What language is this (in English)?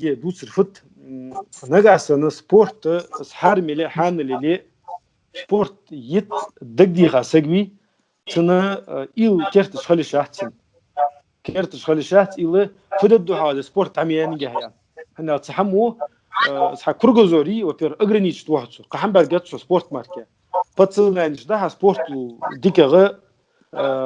Ingush